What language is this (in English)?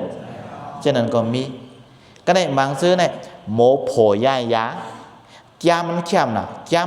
Shan